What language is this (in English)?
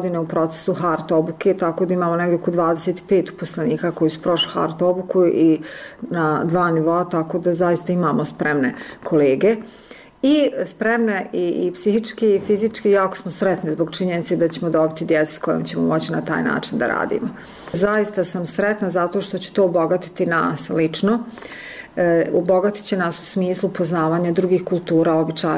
Bosnian